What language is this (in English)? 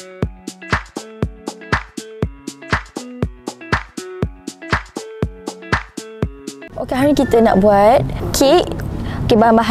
Malay